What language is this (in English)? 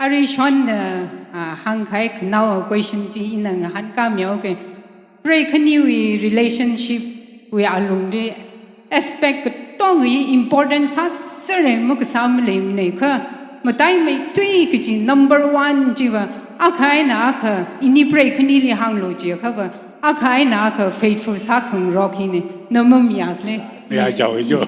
Tangkhul Naga (India)